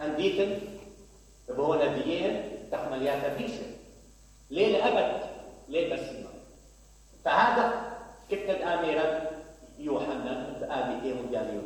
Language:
Mesopotamian Arabic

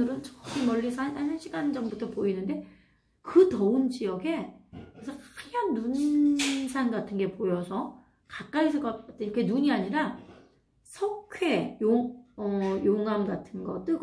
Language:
Korean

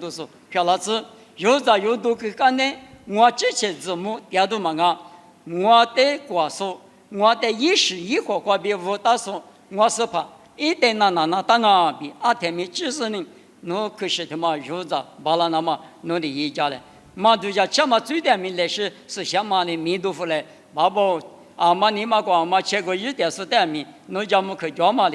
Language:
Lisu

